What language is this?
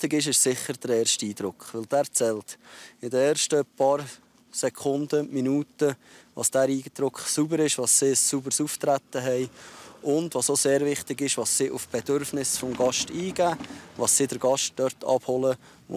Swiss German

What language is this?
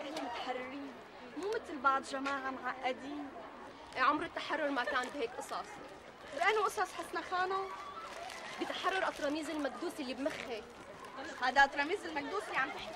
North Levantine Arabic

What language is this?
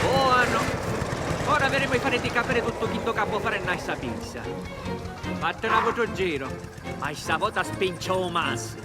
Sicilian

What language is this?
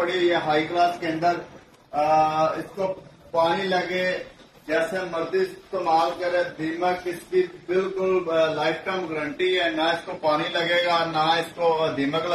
Urdu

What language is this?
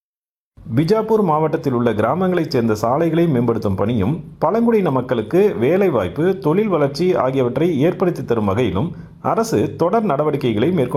Tamil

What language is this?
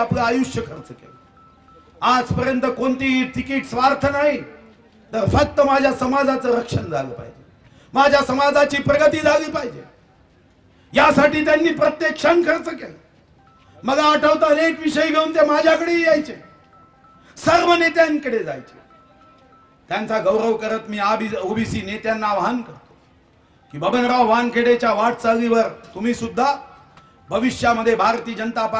Marathi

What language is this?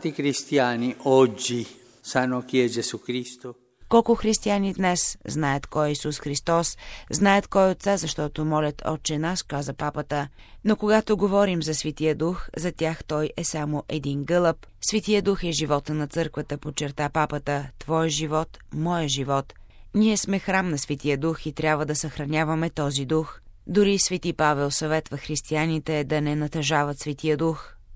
Bulgarian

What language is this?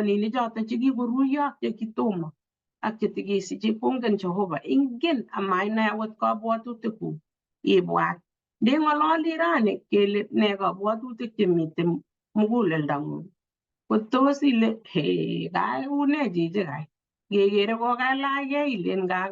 Kalenjin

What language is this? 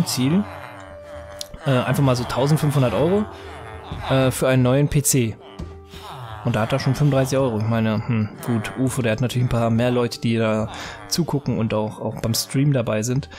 German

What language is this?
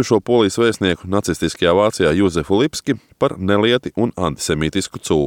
Latvian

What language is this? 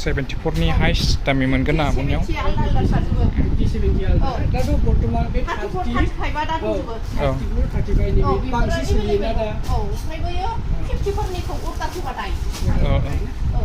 Bodo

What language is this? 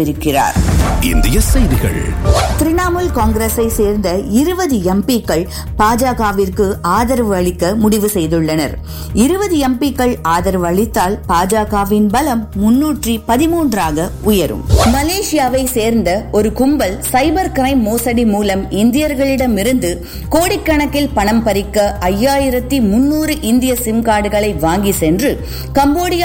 Tamil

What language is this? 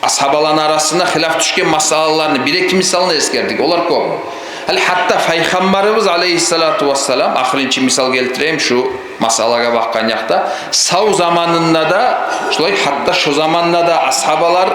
Kumyk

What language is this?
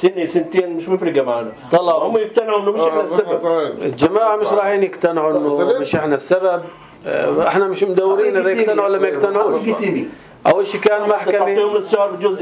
North Levantine Arabic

